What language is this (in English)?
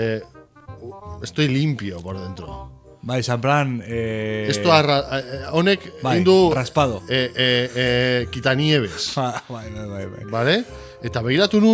Basque